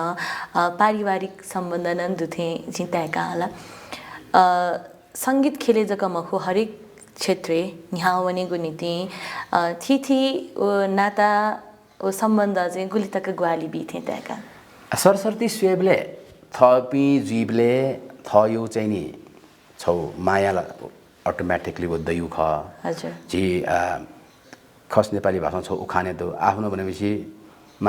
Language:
Newari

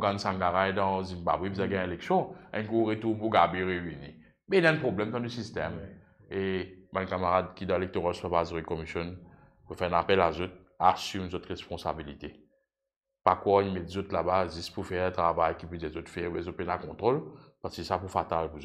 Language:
Morisyen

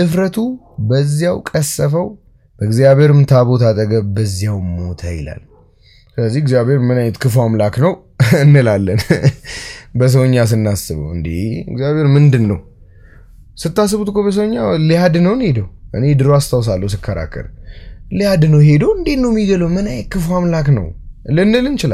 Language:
Amharic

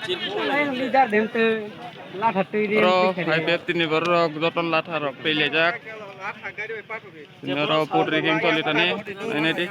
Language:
Kok Borok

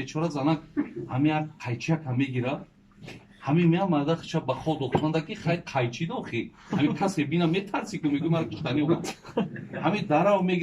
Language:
Tajik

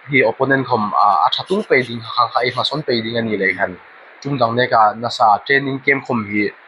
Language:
Hmar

